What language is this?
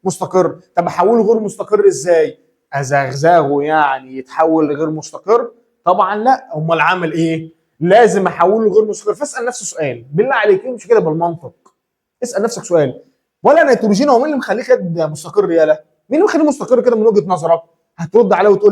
Egyptian Arabic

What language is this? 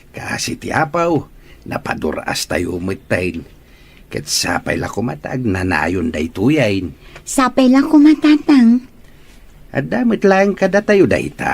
Iloko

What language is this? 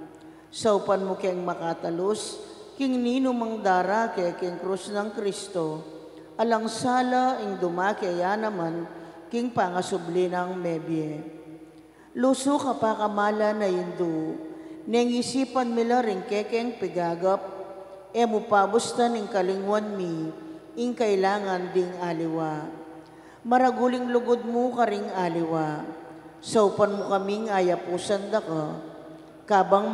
Pampanga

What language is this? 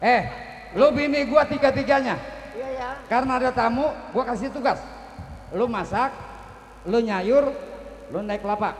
Betawi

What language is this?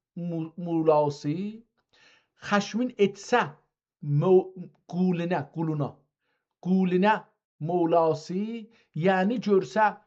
South Azerbaijani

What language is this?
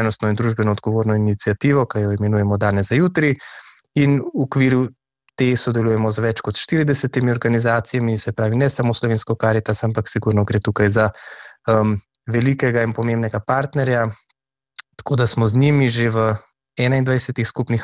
Slovenian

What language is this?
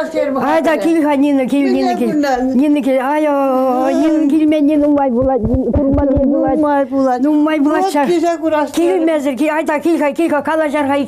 Chuvash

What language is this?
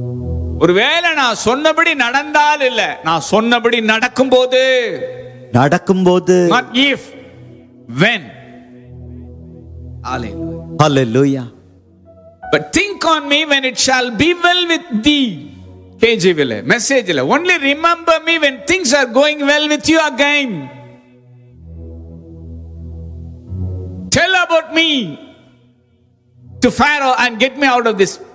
Tamil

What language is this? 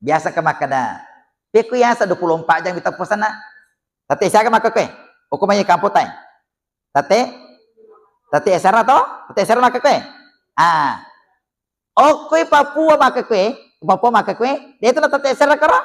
Buginese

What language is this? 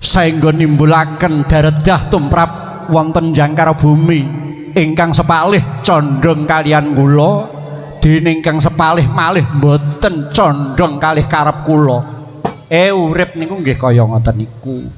Javanese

